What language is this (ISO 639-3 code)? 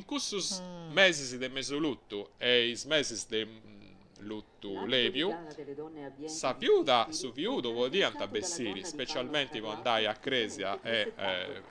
srd